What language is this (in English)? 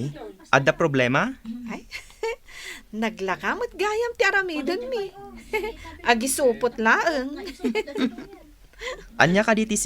Iloko